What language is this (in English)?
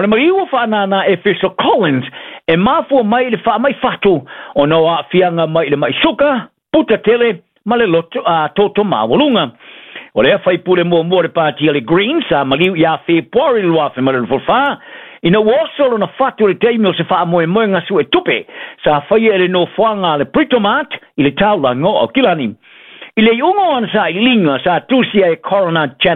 Samoan